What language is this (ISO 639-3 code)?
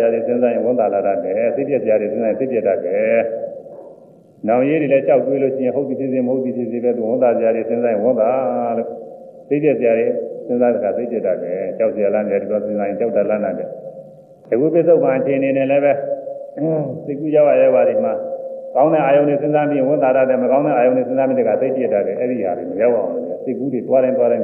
mya